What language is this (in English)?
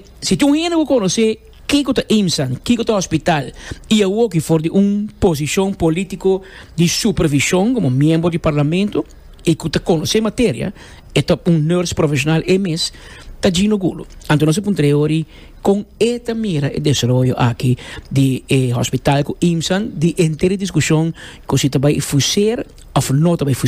Papiamento